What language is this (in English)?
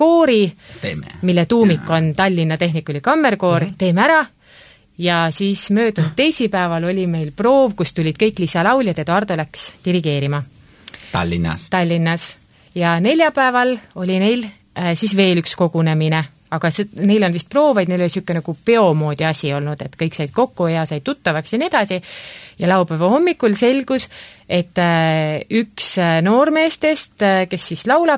Estonian